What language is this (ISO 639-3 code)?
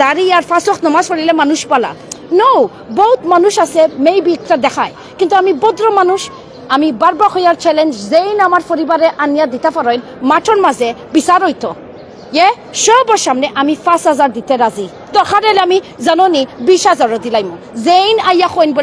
syl